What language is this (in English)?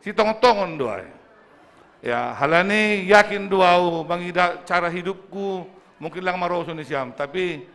Batak Simalungun